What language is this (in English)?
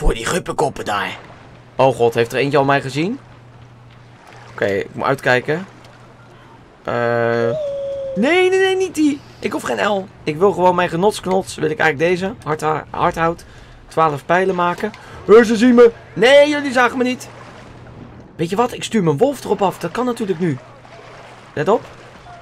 Dutch